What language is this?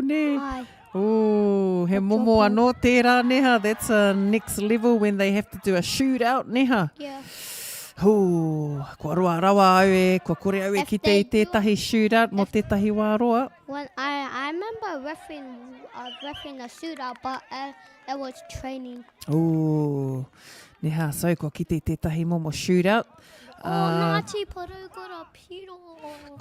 Māori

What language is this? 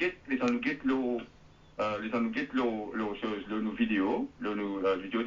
Morisyen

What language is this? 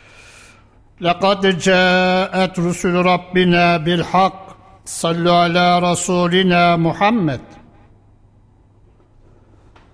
Turkish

